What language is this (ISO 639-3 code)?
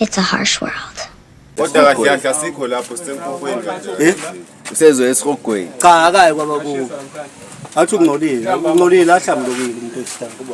zul